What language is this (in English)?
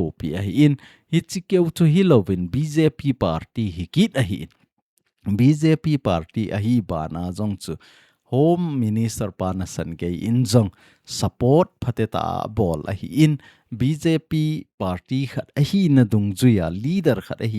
Thado Chin